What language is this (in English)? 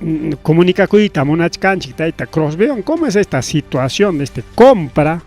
Ayacucho Quechua